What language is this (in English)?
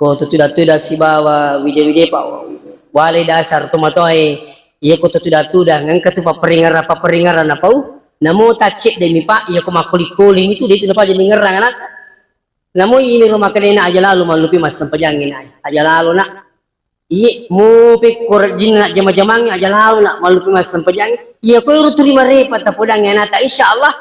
Buginese